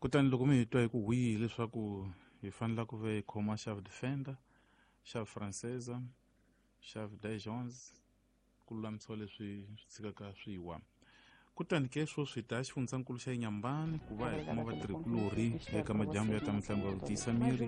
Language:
Tsonga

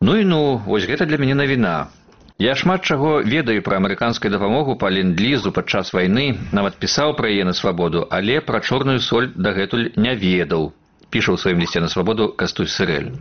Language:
Belarusian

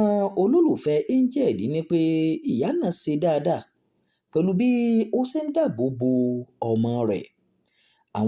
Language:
Yoruba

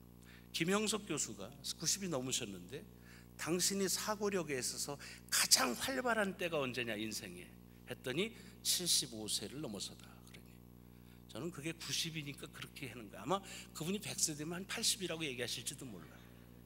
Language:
Korean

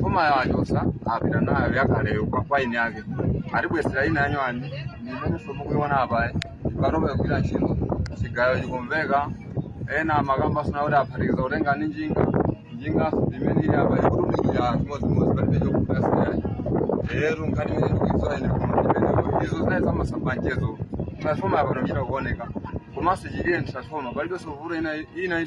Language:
Nyanja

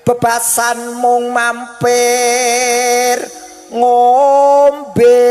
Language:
Javanese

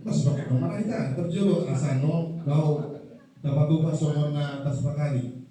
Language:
Batak Toba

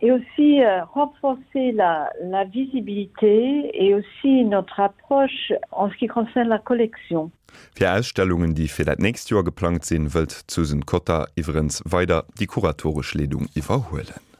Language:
Luxembourgish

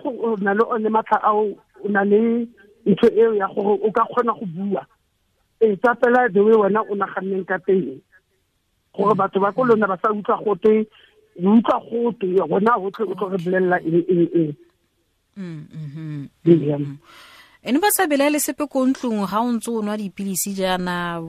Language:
Tswana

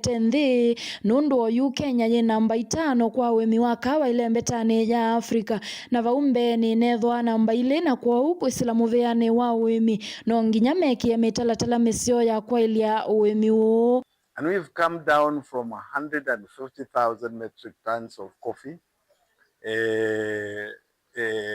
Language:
Kamba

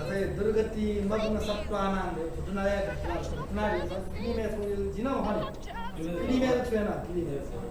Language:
Newari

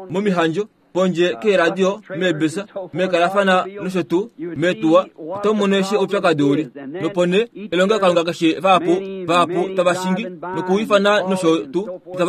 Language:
Kuanyama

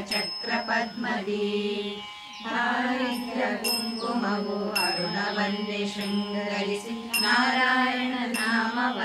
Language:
Kannada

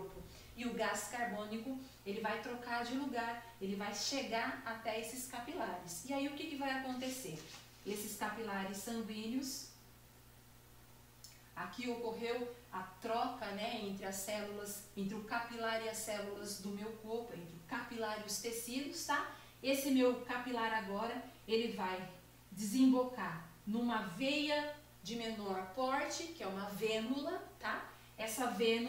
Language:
Portuguese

